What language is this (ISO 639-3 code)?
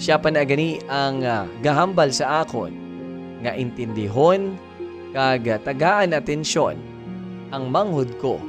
hil